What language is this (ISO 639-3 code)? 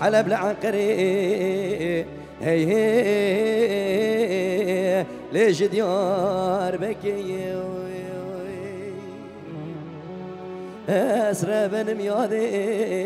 kur